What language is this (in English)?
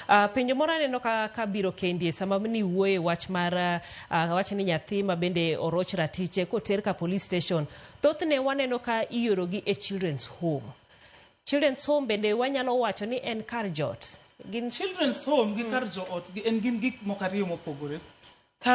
Luo (Kenya and Tanzania)